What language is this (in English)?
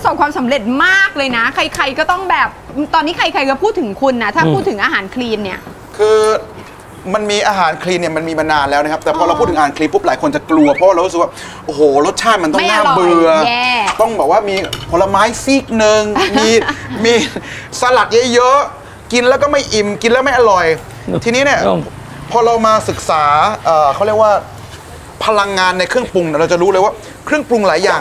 Thai